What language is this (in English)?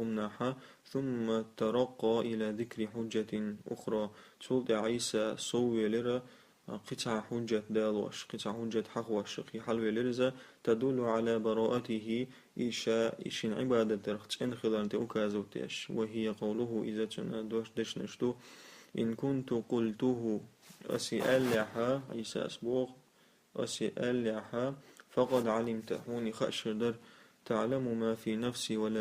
Chechen